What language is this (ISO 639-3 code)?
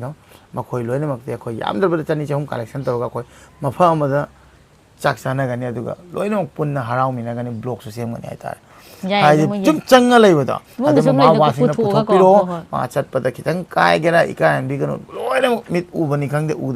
mni